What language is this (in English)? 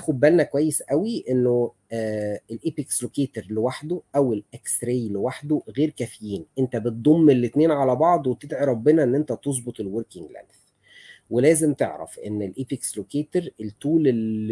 Egyptian Arabic